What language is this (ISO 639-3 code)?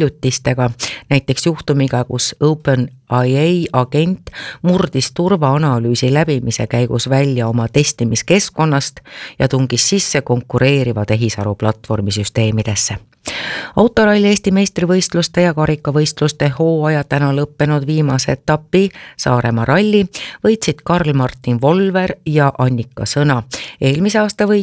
est